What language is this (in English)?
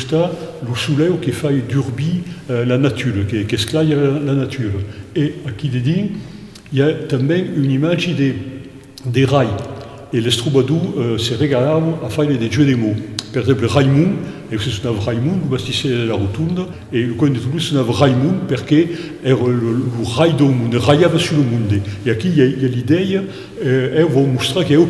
Occitan